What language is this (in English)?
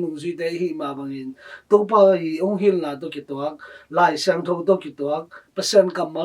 Tedim Chin